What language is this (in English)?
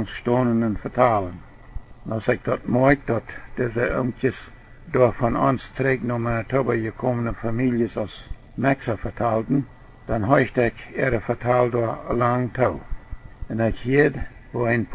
Plautdietsch